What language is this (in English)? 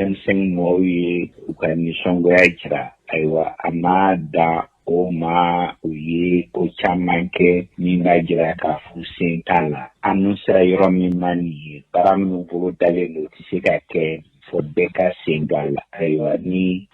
Bambara